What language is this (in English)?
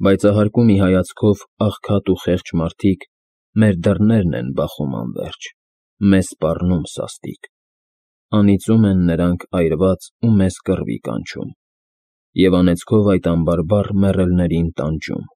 Armenian